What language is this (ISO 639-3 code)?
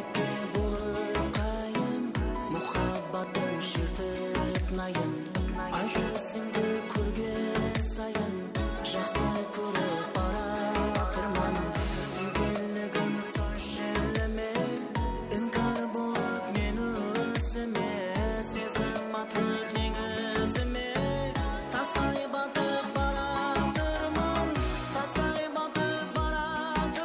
kaa